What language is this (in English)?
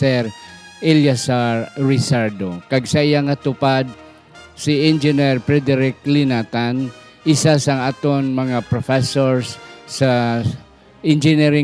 Hiligaynon